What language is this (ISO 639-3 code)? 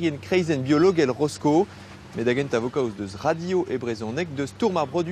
bre